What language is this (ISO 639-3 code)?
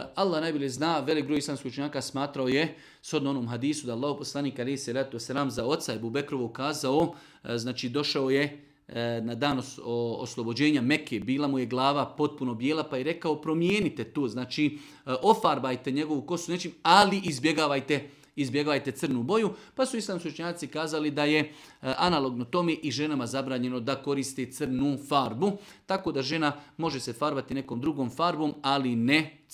srp